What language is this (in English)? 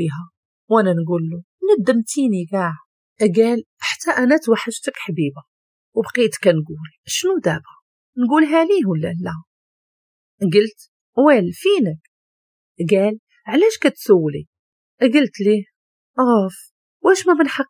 Moroccan Arabic